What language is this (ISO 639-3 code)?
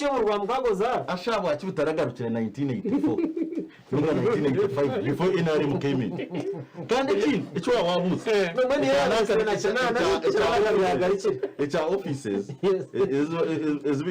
nyn